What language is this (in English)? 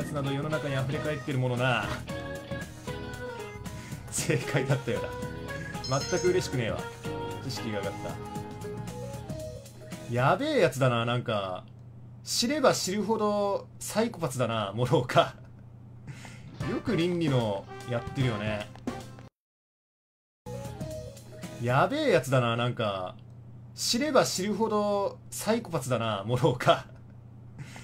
Japanese